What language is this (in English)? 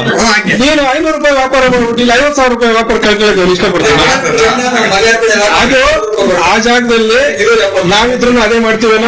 Kannada